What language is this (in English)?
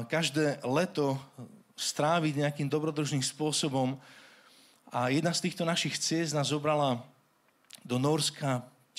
Slovak